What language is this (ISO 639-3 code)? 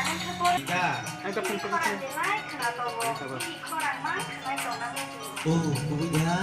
trp